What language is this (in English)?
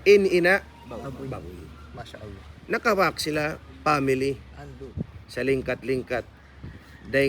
Tausug